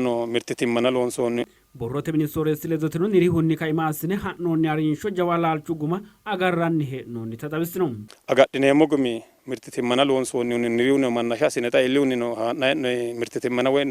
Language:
Sidamo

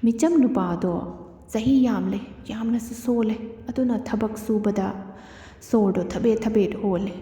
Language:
Manipuri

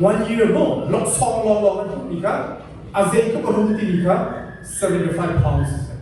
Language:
Hakha Chin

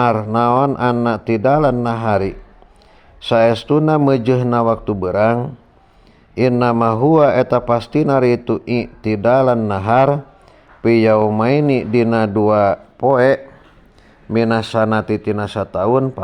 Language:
Sundanese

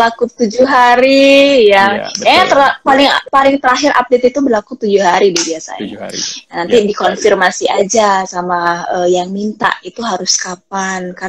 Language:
Indonesian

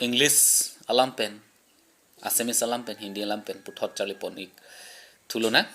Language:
Karbi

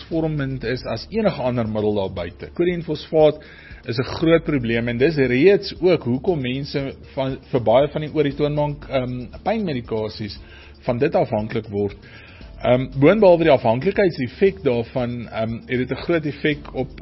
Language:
Afrikaans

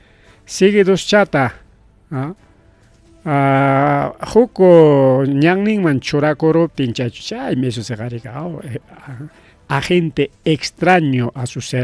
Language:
Ayacucho Quechua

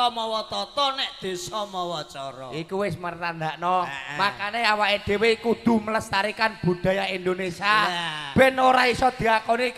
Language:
Javanese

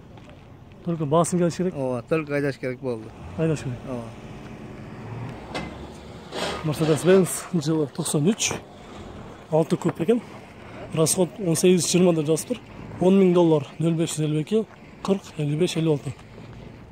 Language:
Kyrgyz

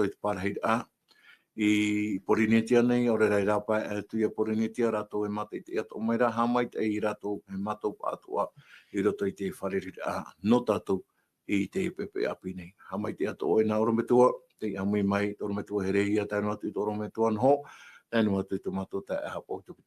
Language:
Tahitian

